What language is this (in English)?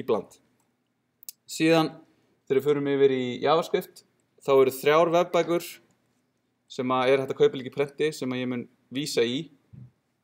Icelandic